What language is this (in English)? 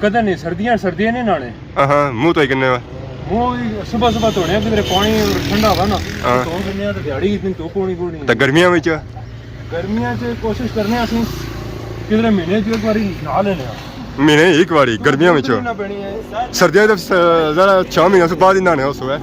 Pahari-Potwari